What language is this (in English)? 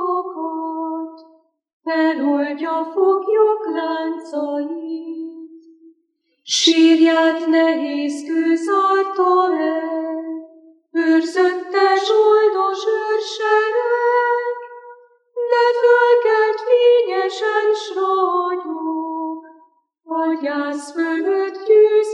Hungarian